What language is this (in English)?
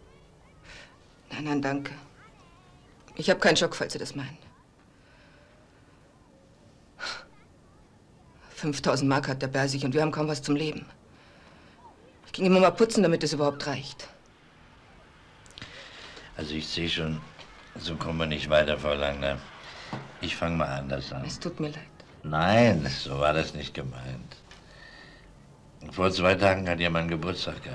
German